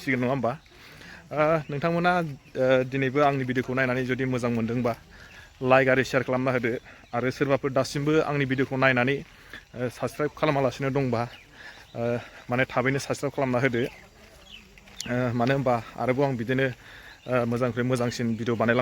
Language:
Bodo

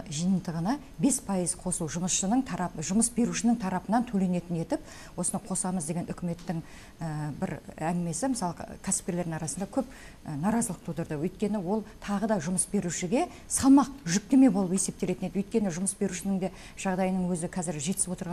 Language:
Kazakh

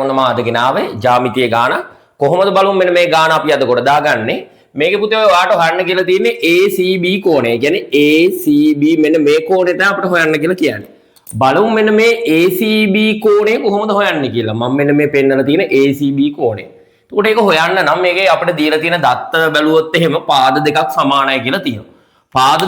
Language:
Sinhala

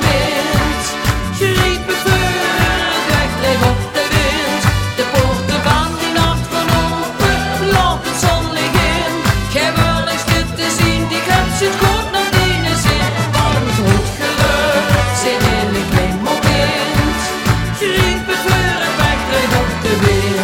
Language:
Limburgish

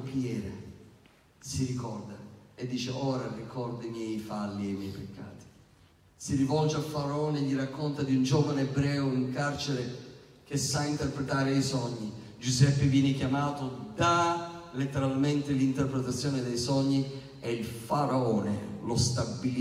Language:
Italian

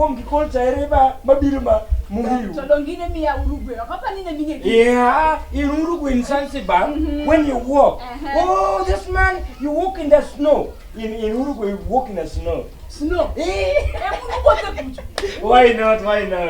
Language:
Luo (Kenya and Tanzania)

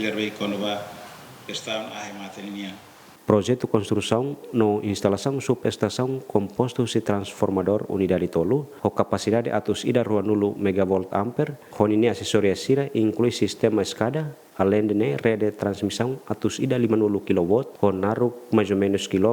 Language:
Tetum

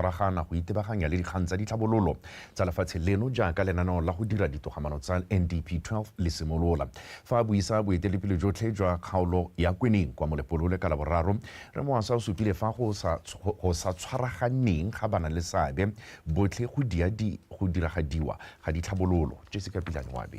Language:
Tswana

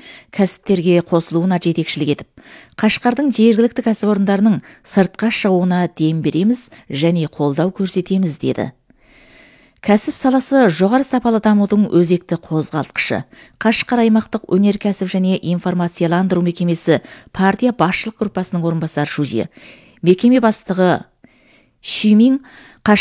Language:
Kazakh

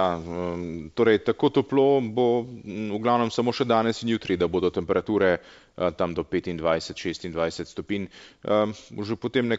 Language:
Slovenian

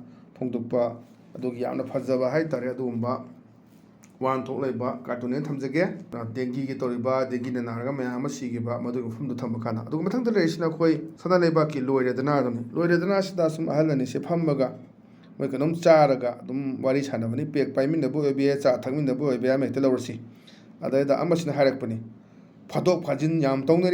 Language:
Manipuri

